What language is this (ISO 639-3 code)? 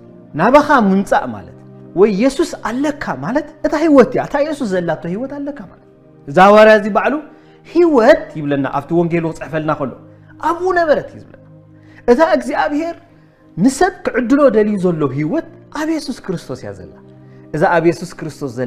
tir